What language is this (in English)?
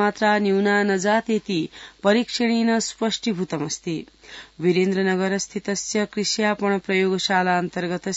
Sanskrit